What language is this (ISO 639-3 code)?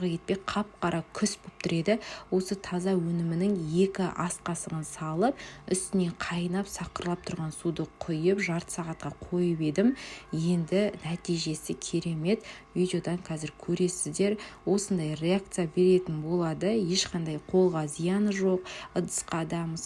kaz